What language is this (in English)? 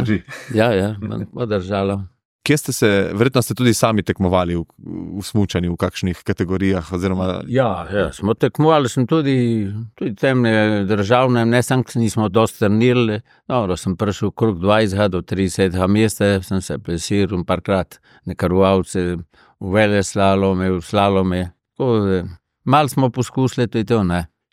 Slovenian